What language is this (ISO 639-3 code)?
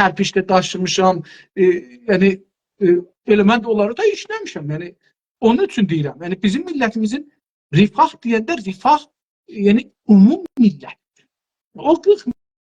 azb